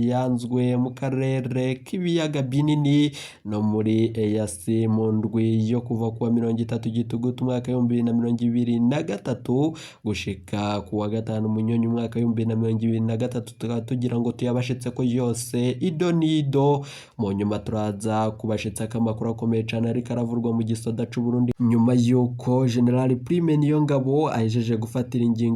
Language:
Rundi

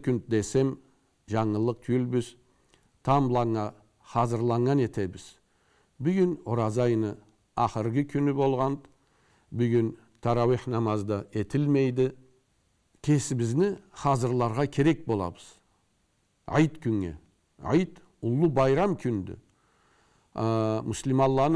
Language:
Karachay-Balkar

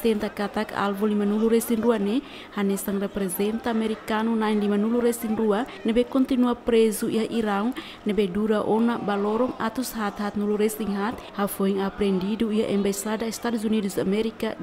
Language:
Tetum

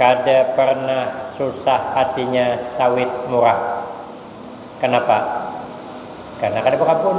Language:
Banjar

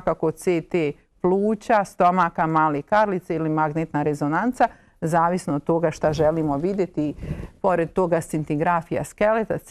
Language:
Bosnian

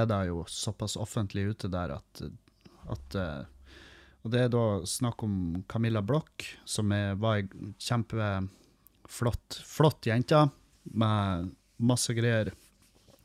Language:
Norwegian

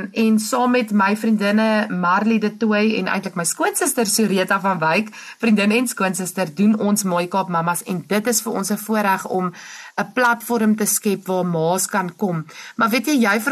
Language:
Afrikaans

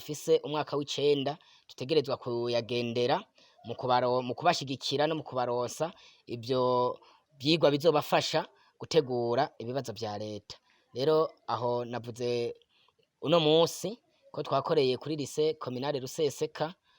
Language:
Rundi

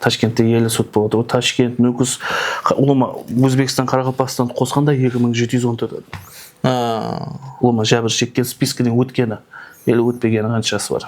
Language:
Kara-Kalpak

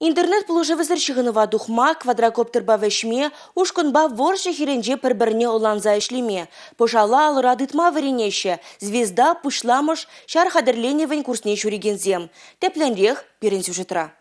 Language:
Chuvash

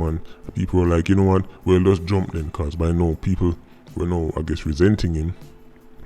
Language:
Jamaican Creole English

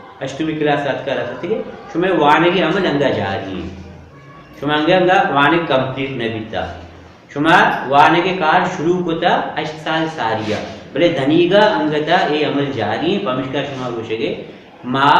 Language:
Baluchi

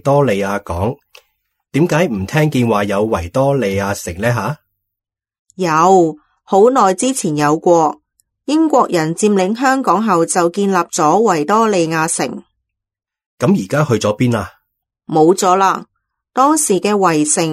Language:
Cantonese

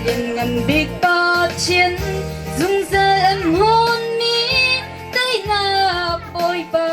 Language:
Hakha Chin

